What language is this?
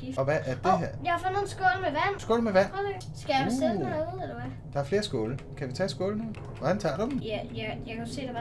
Danish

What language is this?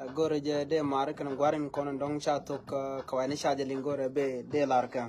Nuer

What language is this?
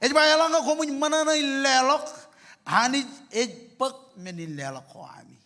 Marshallese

